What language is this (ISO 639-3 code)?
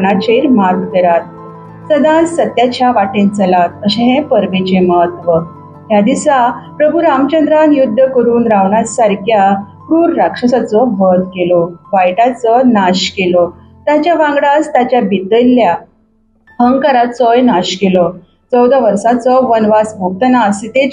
kok